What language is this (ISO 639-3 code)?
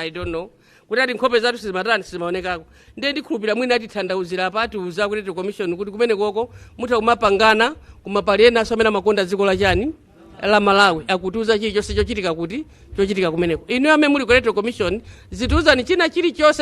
nya